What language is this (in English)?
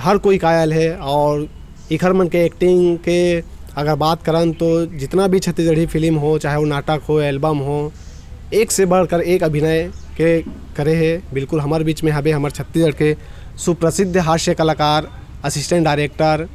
Chhattisgarhi